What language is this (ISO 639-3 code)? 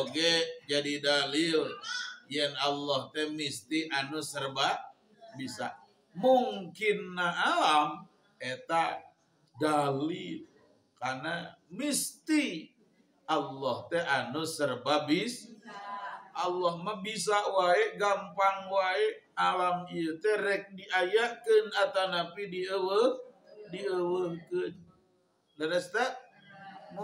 sun